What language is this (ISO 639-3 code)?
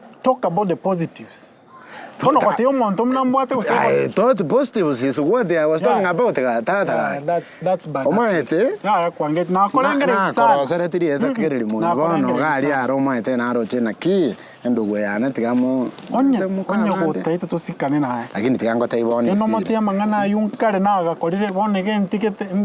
guz